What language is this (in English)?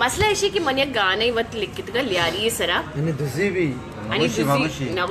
Baluchi